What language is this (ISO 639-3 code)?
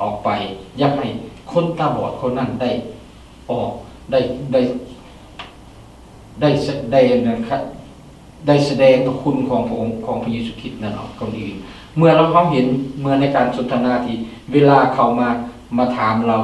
lao